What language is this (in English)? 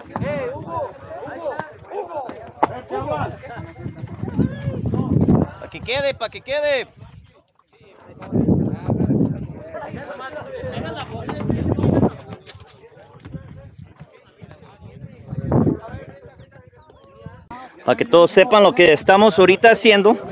Spanish